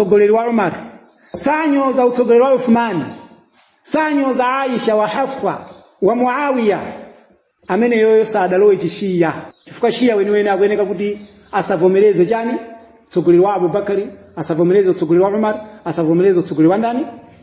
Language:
Nyanja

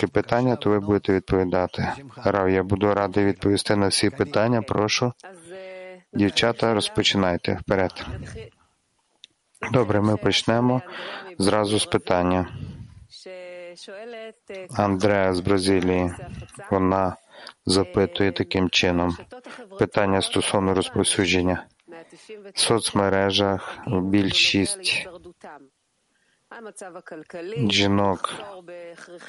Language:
Ukrainian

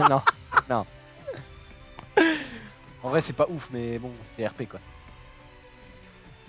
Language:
French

